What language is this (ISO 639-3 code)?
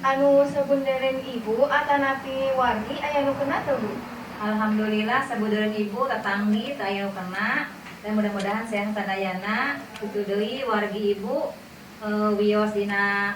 sun